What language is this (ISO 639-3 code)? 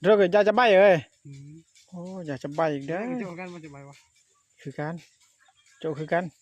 lao